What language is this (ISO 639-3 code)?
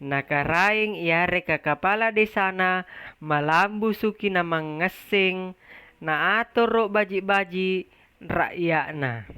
mak